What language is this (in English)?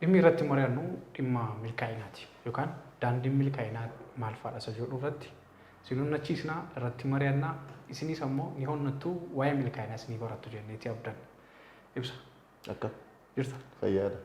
Oromo